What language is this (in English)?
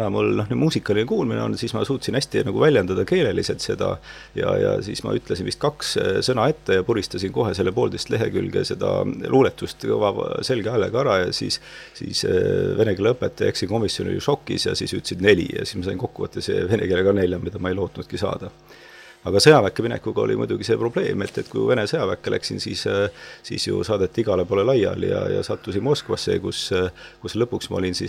Estonian